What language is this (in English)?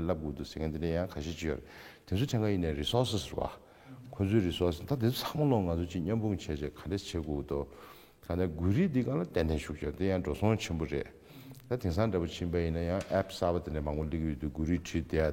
Tibetan